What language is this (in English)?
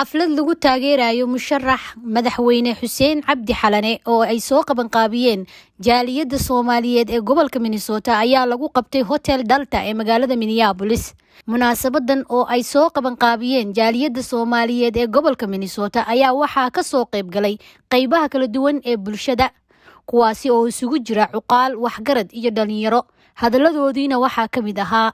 Somali